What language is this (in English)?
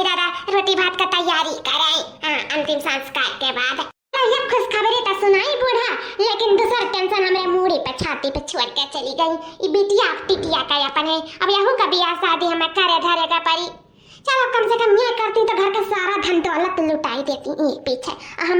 Awadhi